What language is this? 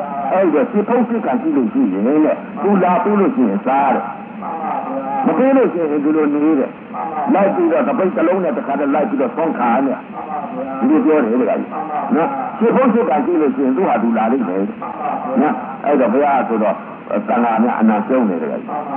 Burmese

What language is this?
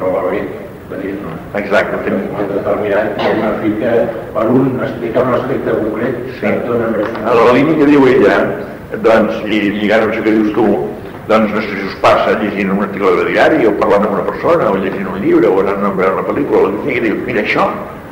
Catalan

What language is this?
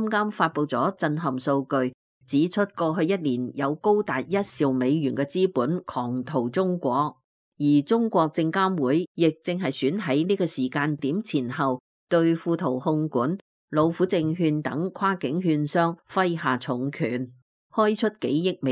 Cantonese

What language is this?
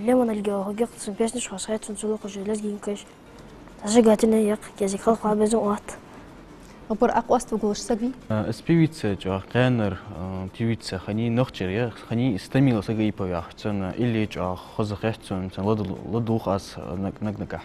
Ingush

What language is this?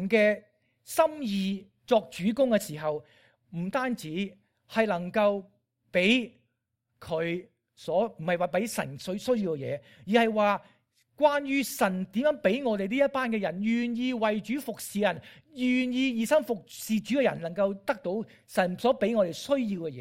Cantonese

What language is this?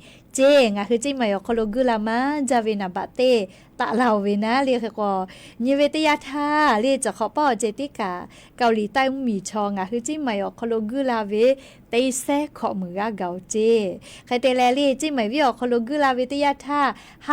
Lahu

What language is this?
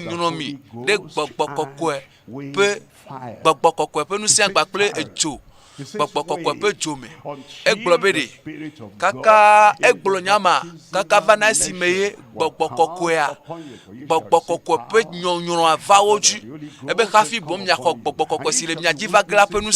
Ewe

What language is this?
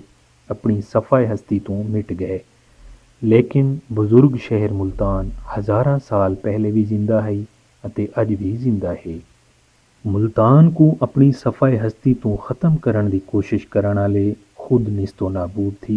Saraiki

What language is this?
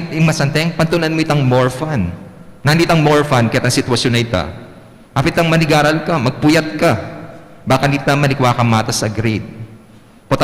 Pampanga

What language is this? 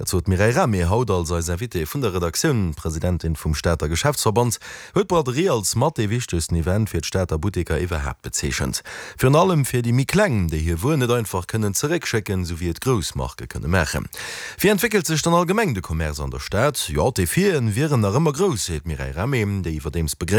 Luxembourgish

